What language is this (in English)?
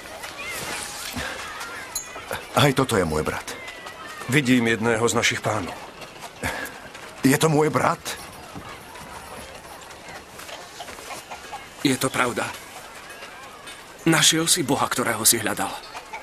Slovak